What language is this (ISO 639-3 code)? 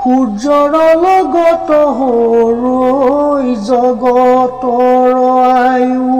asm